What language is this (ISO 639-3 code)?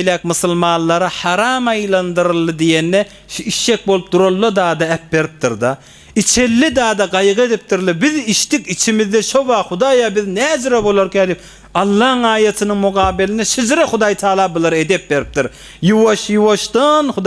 tuk